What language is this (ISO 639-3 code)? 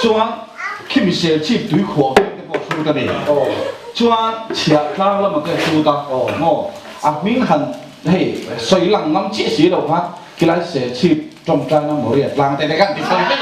lus